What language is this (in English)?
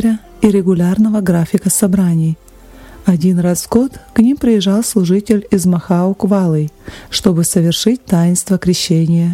Russian